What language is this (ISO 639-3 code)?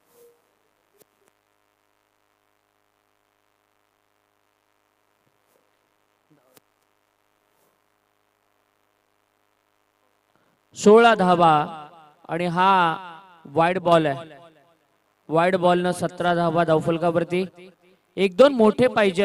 mar